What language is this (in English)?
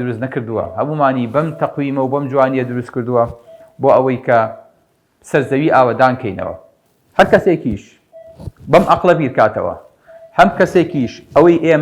Central Kurdish